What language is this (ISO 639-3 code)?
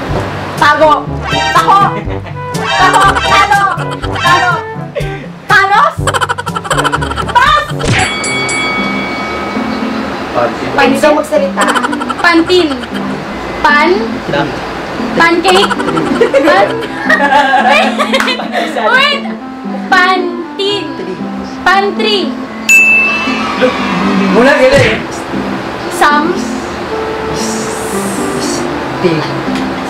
fil